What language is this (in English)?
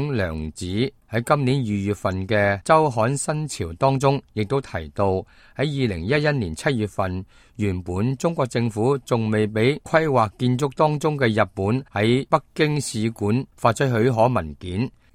Cantonese